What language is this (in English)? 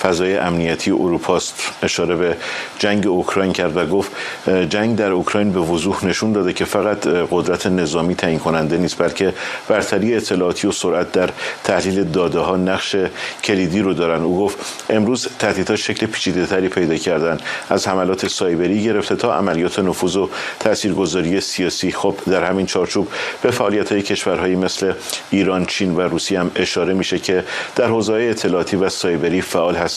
Persian